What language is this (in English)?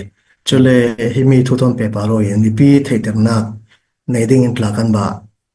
Falam Chin